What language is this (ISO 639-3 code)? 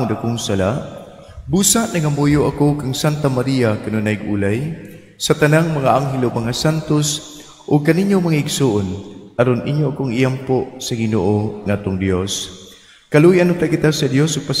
ceb